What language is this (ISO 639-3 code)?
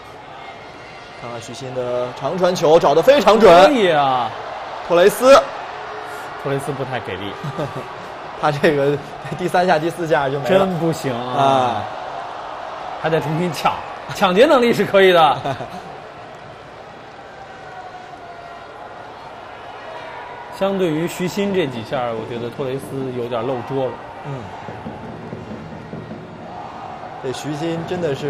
zho